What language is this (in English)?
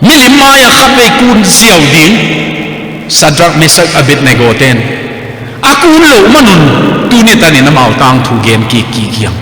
Tedim Chin